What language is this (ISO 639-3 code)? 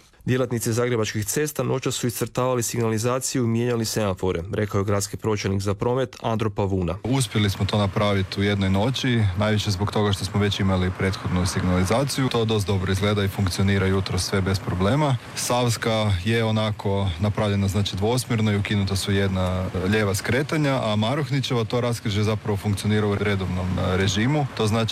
hrv